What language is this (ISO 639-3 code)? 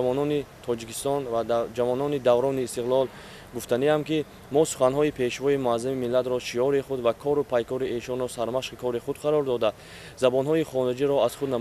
tgk